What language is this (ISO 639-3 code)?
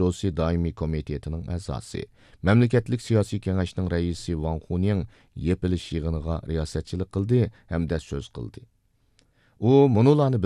uig